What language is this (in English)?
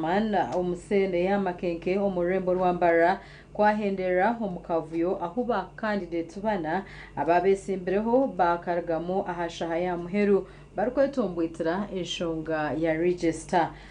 Nyankole